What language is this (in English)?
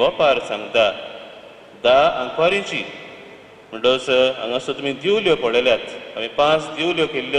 Konkani